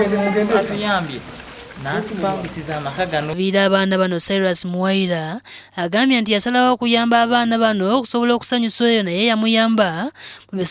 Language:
Ganda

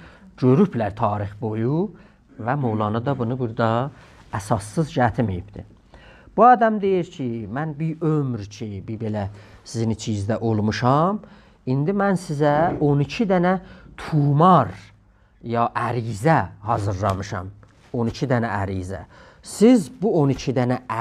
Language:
South Azerbaijani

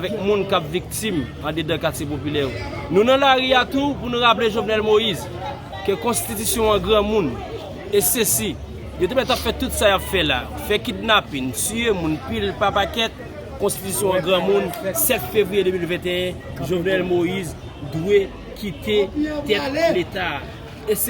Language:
Haitian Creole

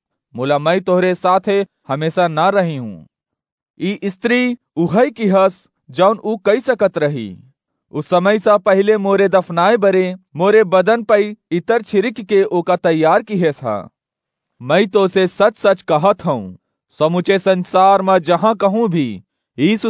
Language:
Awadhi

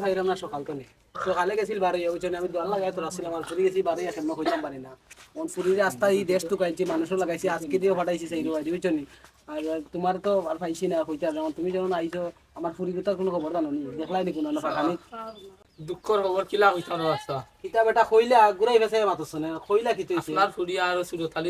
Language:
Sylheti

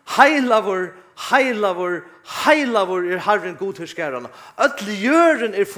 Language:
Faroese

